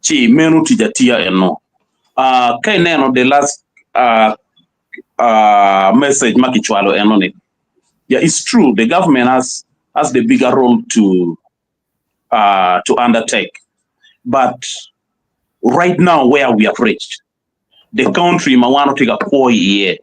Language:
Acoli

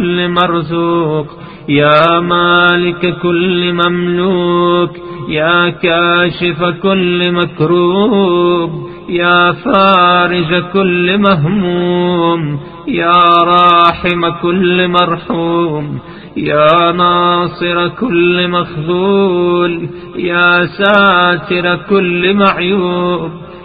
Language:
Arabic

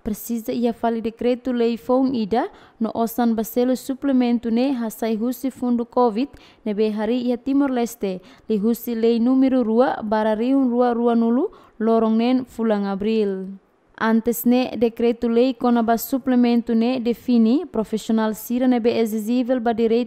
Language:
Tetum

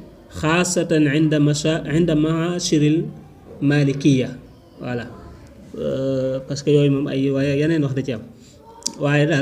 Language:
Wolof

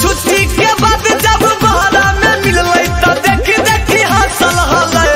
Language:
Magahi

